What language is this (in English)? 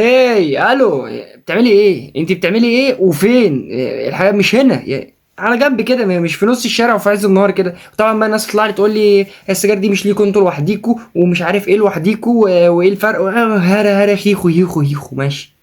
Egyptian Arabic